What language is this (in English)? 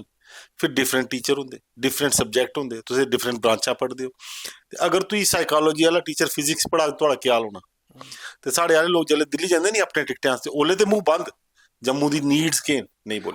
Dogri